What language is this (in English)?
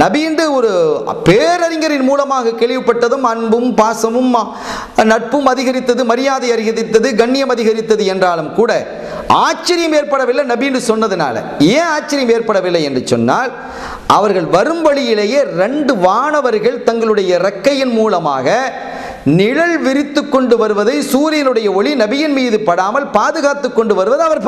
Tamil